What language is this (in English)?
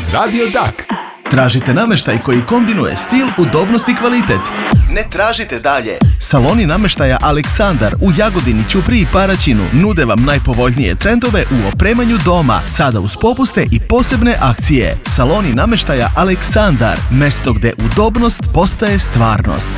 Serbian